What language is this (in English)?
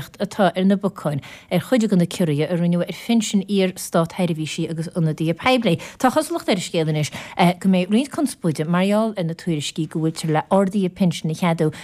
Irish